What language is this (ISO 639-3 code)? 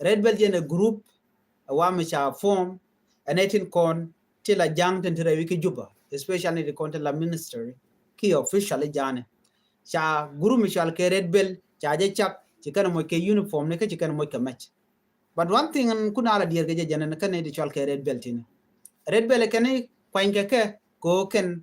nus